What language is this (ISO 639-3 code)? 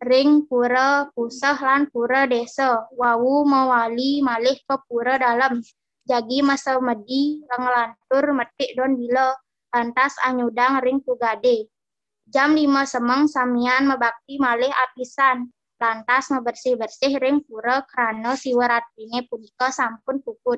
ban